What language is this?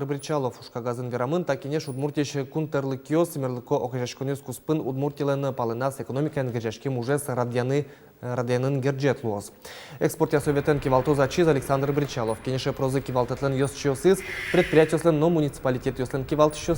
Udmurt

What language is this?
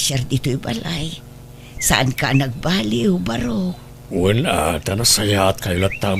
Iloko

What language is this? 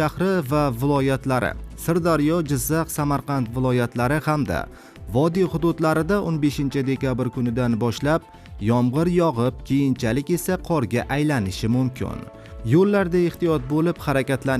Uzbek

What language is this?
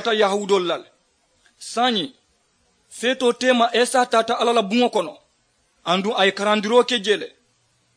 Mandingo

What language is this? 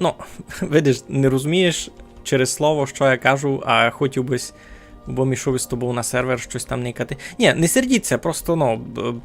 Rusyn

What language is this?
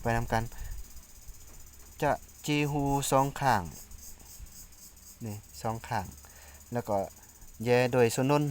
Lao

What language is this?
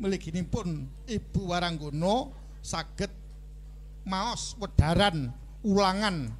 Javanese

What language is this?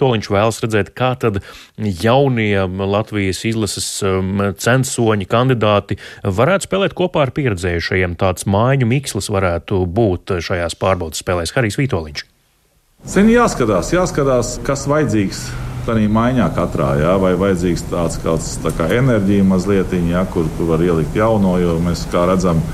Latvian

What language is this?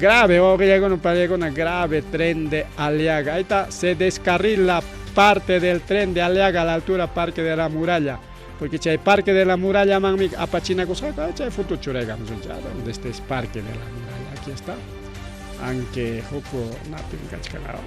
Ayacucho Quechua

